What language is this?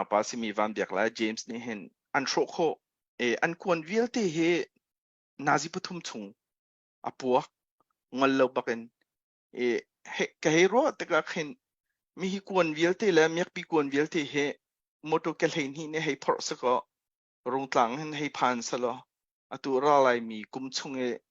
Hakha Chin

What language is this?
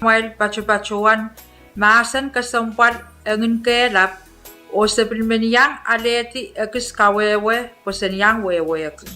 Pohnpeian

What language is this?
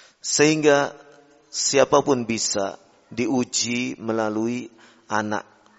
Indonesian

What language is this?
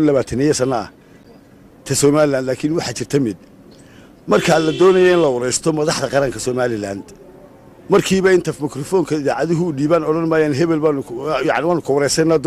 Somali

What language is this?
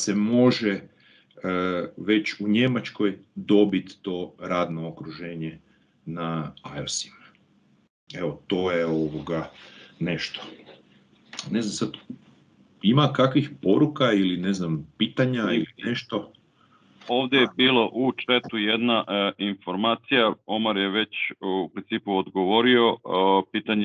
Croatian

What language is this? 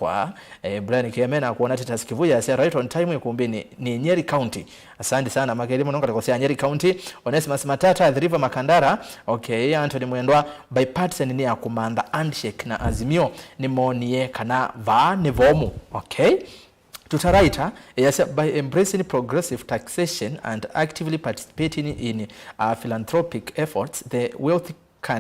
Kamba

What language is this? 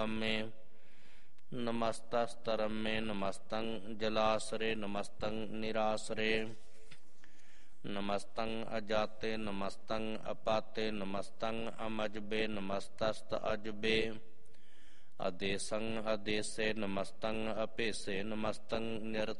Punjabi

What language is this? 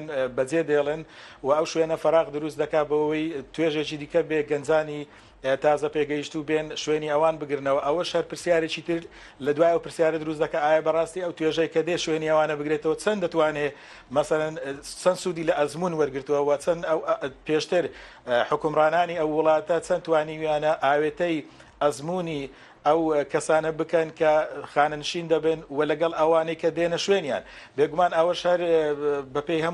Central Kurdish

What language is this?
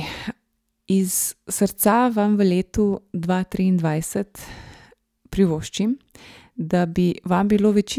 Slovenian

